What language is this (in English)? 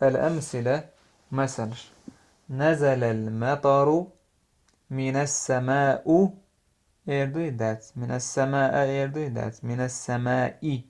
Chechen